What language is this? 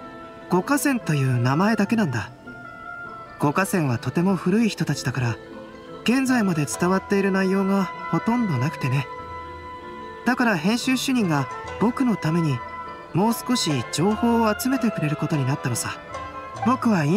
Japanese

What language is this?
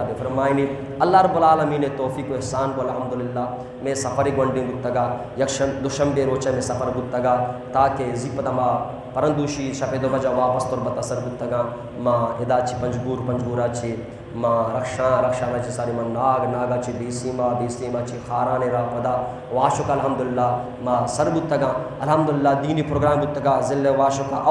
Baluchi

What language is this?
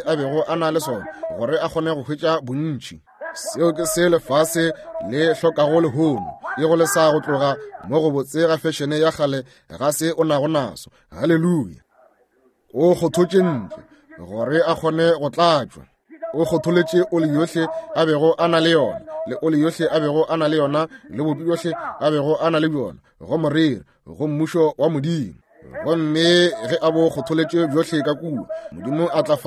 Northern Sotho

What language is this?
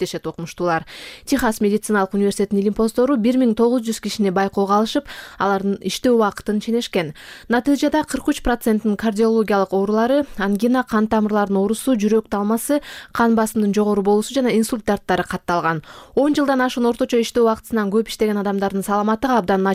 Kyrgyz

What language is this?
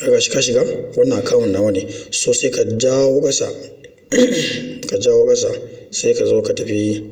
Hausa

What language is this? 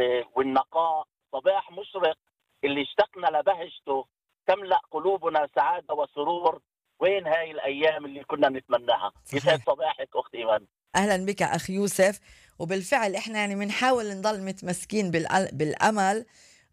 North Levantine Arabic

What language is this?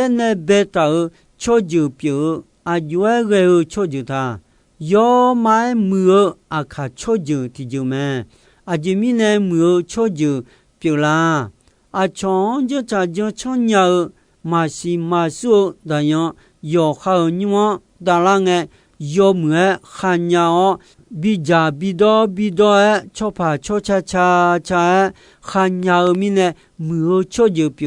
Akha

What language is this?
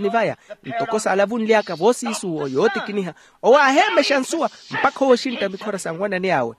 Makhuwa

